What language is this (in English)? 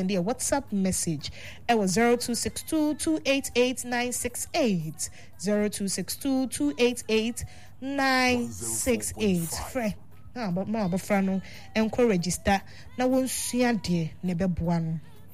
Akan